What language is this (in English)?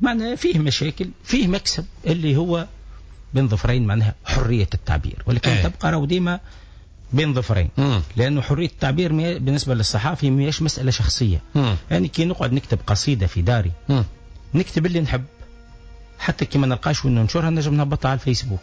Tunisian Arabic